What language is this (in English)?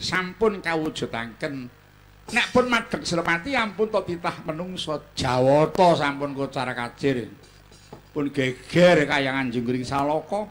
Javanese